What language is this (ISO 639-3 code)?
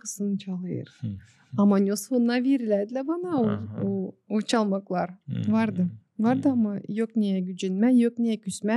gag